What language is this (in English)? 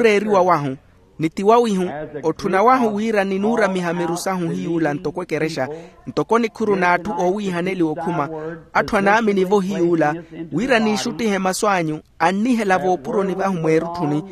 Makhuwa